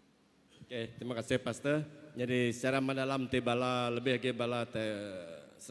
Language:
Iban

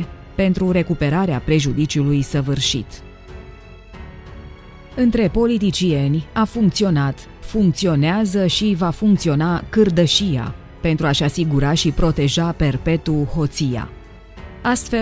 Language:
Romanian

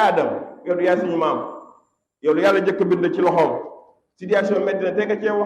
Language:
Wolof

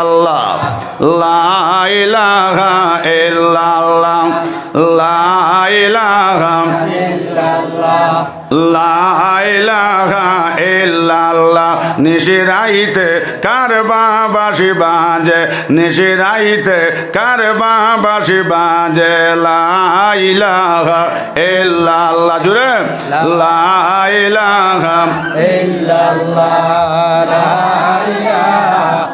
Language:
Sylheti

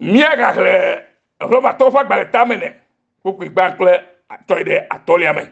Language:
Ewe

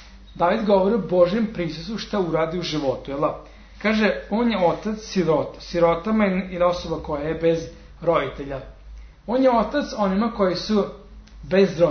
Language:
Serbian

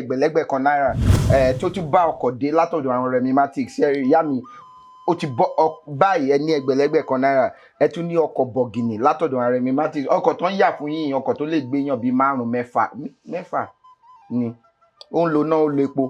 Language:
Yoruba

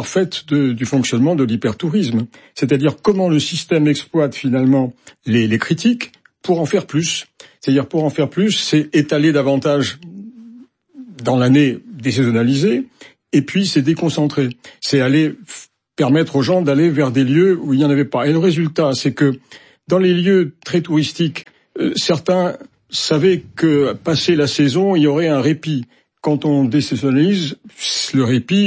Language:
French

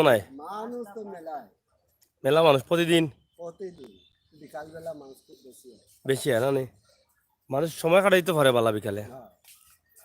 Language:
Sylheti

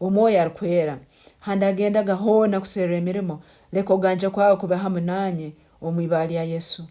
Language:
Tooro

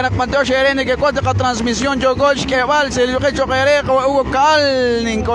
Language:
Kekchí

